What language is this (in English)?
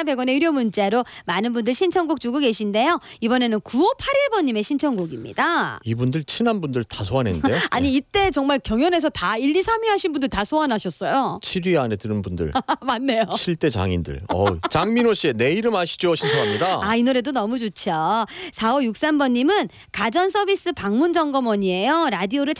Korean